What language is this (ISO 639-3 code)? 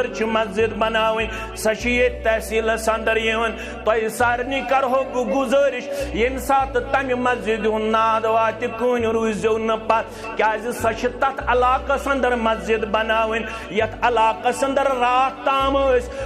kas